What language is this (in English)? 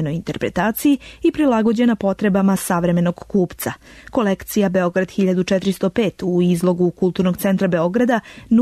Serbian